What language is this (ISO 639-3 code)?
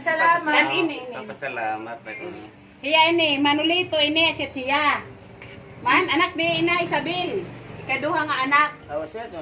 war